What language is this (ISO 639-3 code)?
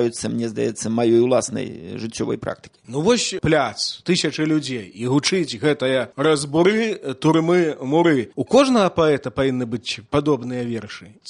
bel